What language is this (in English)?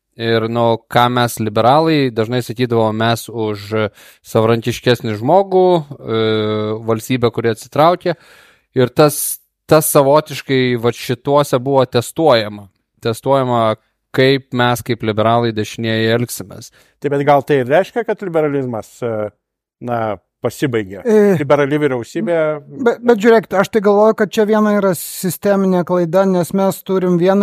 Lithuanian